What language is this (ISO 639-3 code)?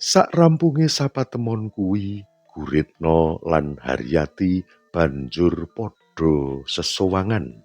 jav